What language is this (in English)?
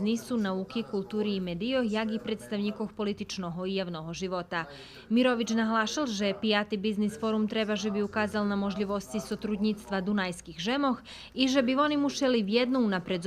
Rusyn